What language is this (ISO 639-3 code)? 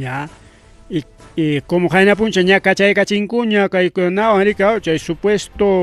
quy